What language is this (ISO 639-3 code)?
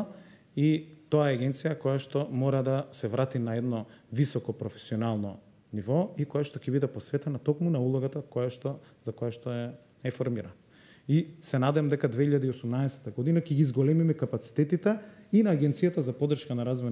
mkd